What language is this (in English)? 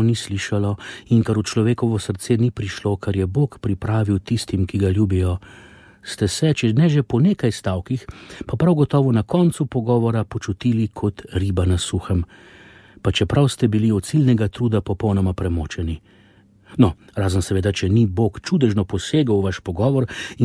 Slovenian